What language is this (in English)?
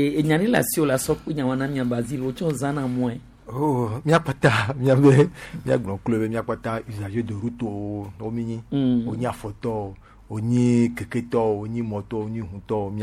Gen